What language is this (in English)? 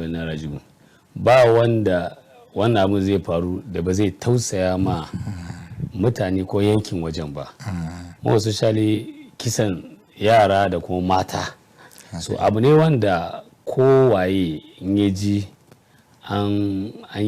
Hausa